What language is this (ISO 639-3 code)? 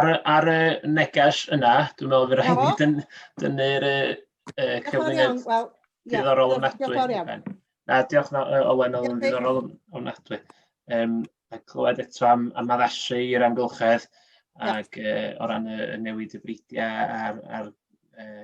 cym